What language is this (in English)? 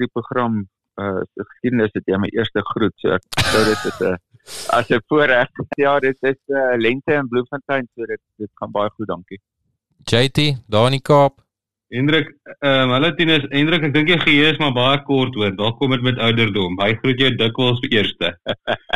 Afrikaans